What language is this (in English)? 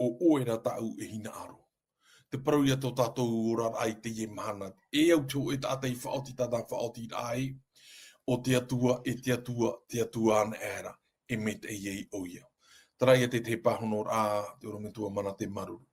Tahitian